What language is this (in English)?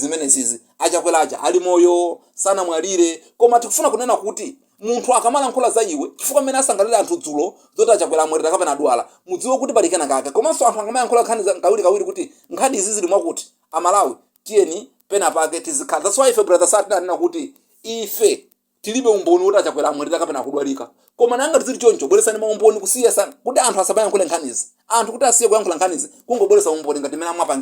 Nyanja